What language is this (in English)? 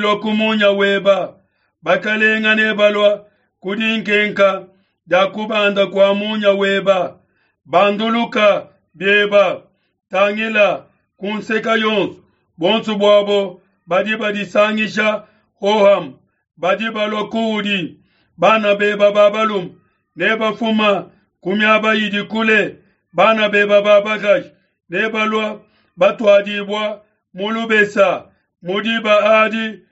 Luba-Lulua